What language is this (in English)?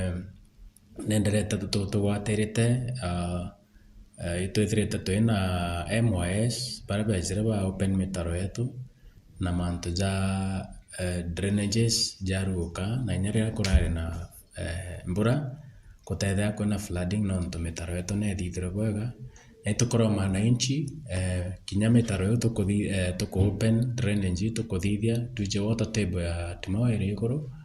Meru